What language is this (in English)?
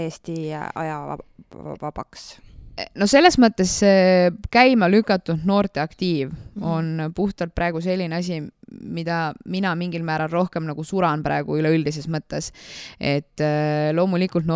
Estonian